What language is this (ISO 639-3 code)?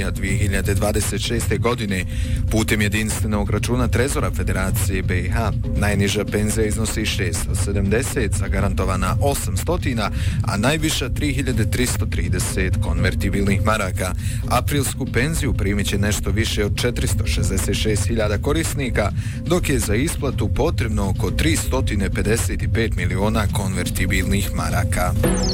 bos